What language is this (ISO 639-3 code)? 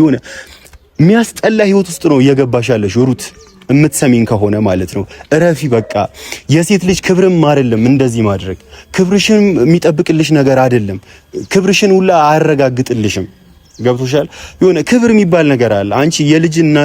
amh